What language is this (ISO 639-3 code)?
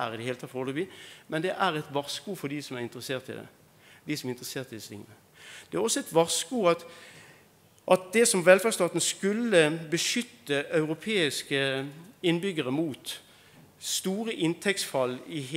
nor